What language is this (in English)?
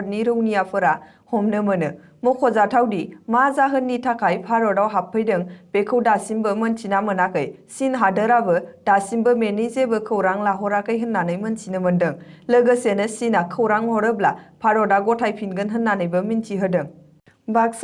Bodo